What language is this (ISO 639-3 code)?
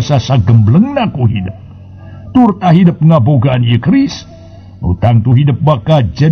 sun